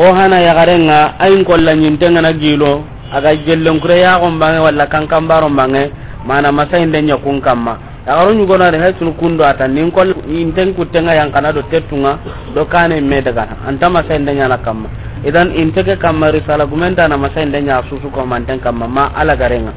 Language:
Soninke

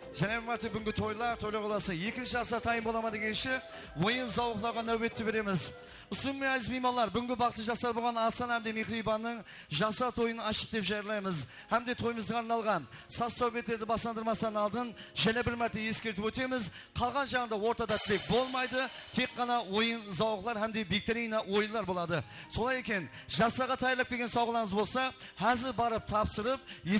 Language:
Kara-Kalpak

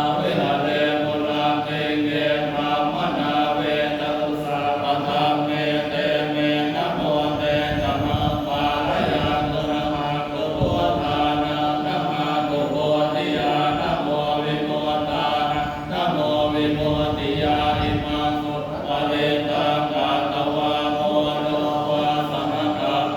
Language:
Pali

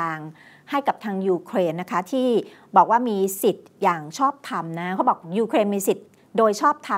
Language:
Thai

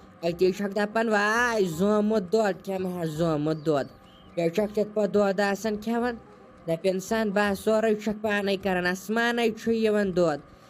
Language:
Kashmiri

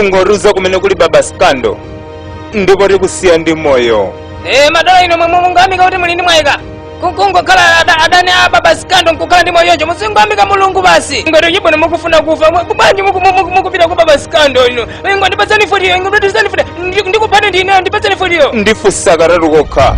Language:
Nyanja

